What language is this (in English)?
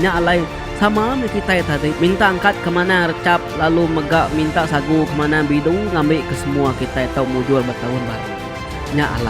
Iban